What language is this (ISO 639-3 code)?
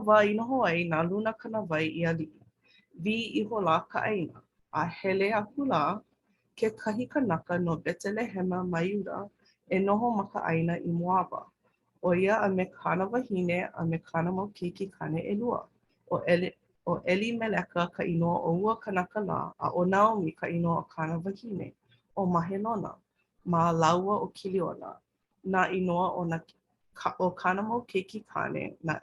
haw